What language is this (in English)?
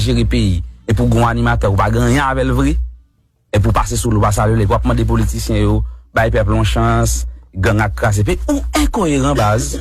Haitian Creole